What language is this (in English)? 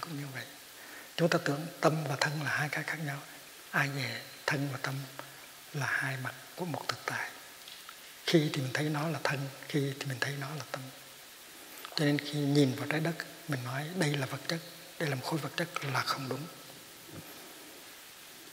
Vietnamese